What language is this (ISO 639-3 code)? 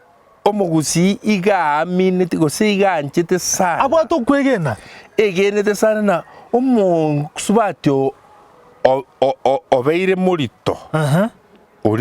guz